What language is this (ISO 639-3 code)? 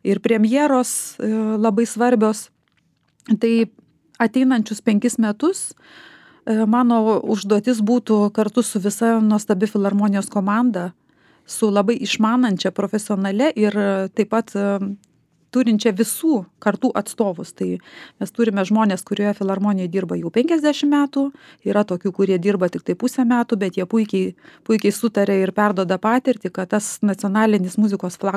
lit